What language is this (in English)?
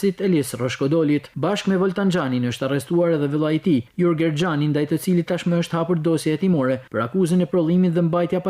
Albanian